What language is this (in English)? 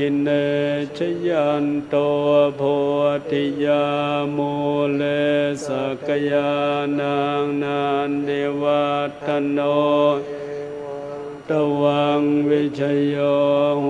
Pali